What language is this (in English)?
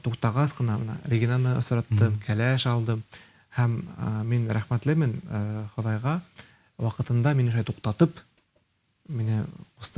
Bashkir